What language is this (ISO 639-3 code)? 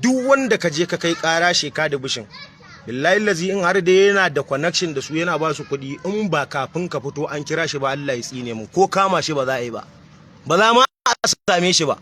hau